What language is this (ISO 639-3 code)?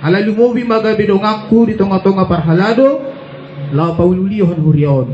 bbc